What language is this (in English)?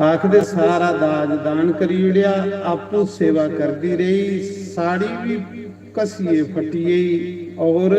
Dogri